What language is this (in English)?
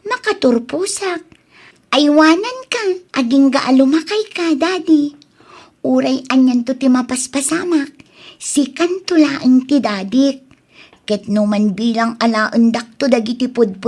Iloko